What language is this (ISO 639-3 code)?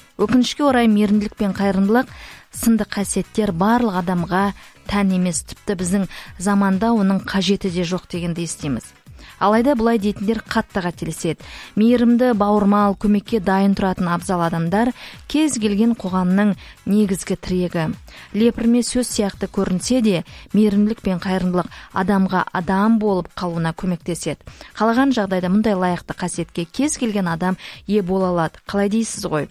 kaz